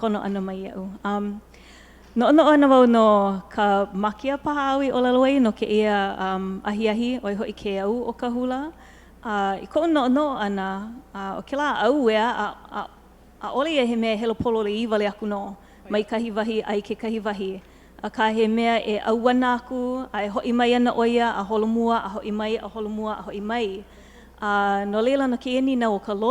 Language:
Hawaiian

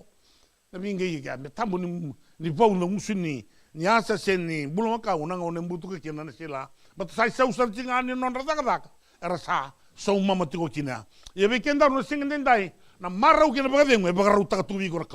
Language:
Fijian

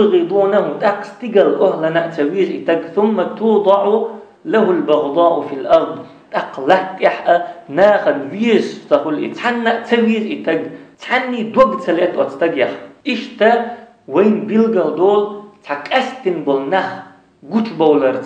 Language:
Chechen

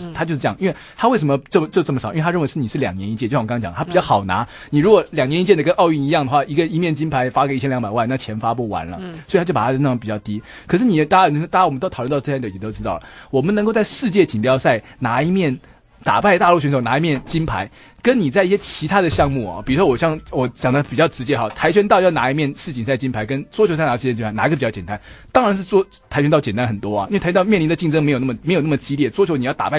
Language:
Chinese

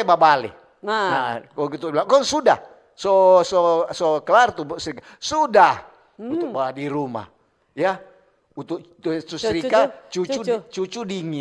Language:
Manado Malay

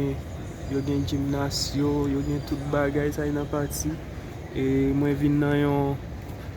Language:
Haitian Creole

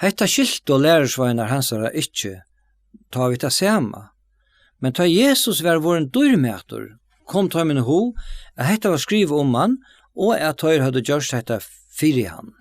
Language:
Faroese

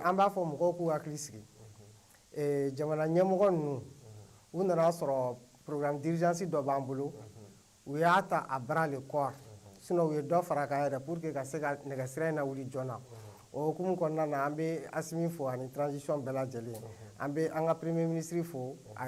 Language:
Bambara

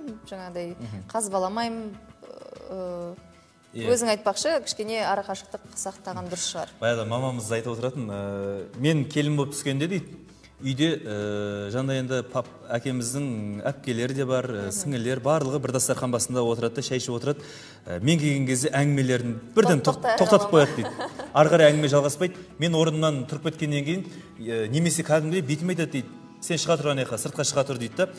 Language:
Kazakh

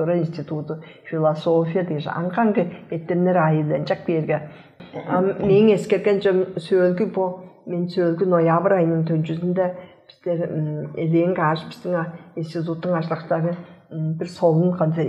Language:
Tuvinian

